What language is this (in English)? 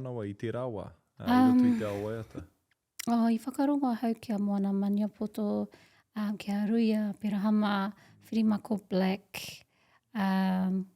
Māori